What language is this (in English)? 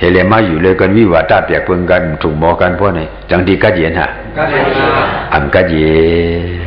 Shan